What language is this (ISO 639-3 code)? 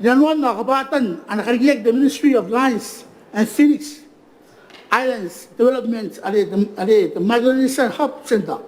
gil